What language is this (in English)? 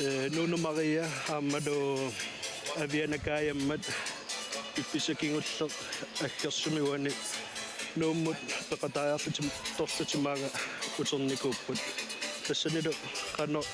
Kalaallisut